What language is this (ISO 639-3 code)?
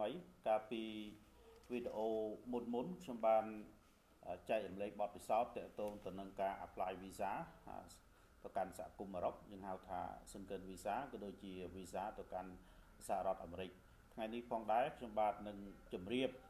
khm